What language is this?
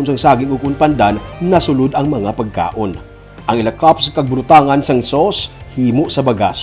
Hiligaynon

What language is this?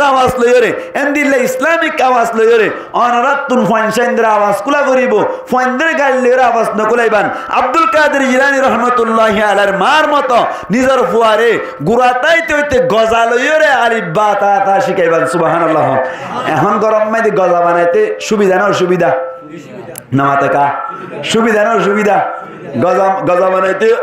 Rohingya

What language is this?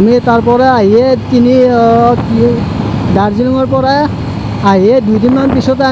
Assamese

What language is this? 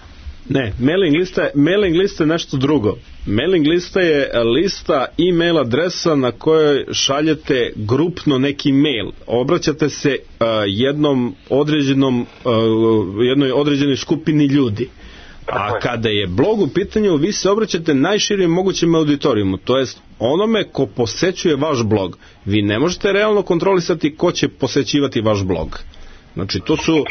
Serbian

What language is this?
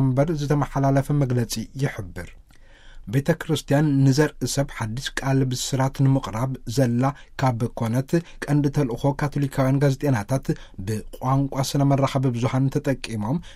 Tigrinya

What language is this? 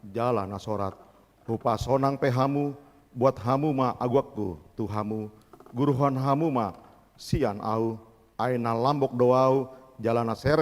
Batak Toba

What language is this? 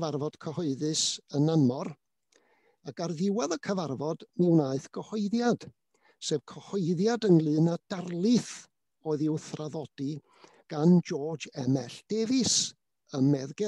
Welsh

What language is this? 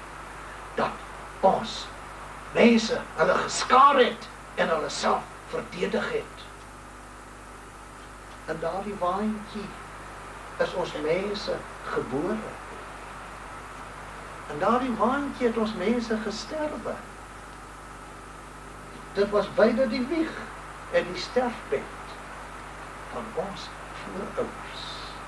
Afrikaans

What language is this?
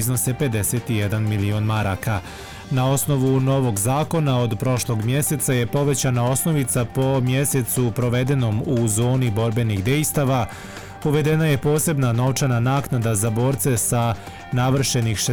Bosnian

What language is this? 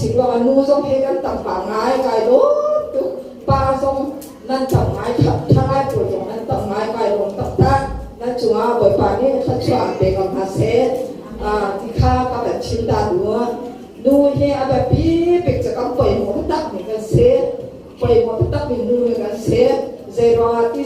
Hakha Chin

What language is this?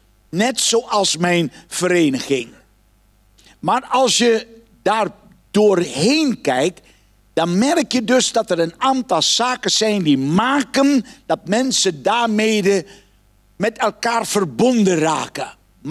Dutch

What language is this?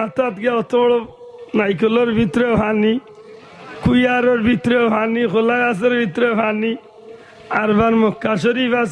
Sylheti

